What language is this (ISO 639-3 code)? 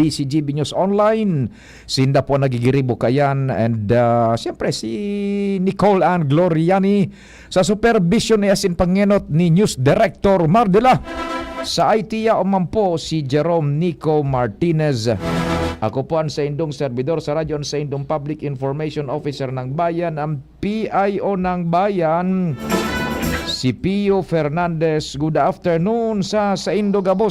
bik